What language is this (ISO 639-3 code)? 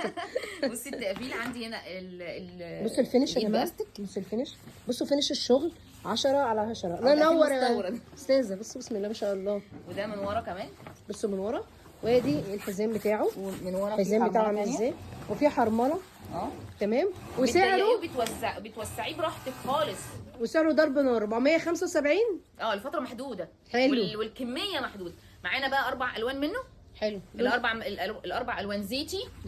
arz